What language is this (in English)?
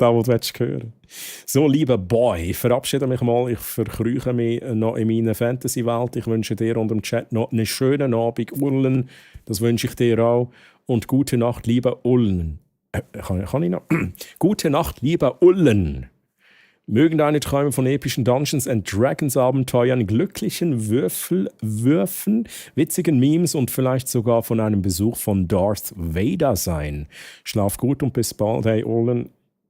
Swiss German